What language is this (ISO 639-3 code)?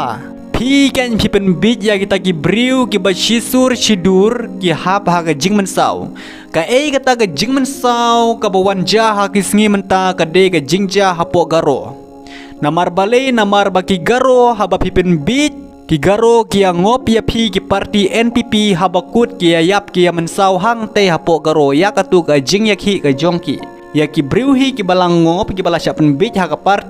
kha